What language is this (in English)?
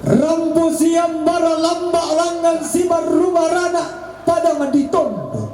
Toraja-Sa'dan